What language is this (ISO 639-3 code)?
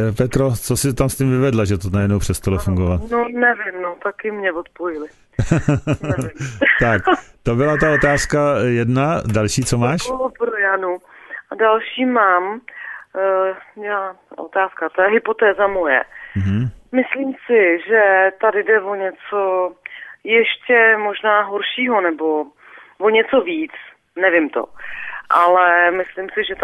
ces